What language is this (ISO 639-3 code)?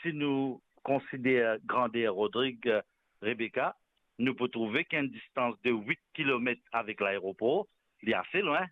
mfe